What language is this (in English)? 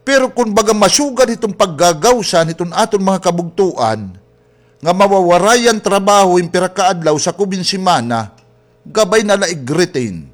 Waray